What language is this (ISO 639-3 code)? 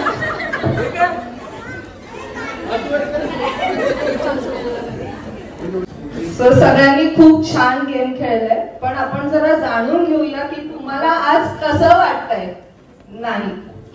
mar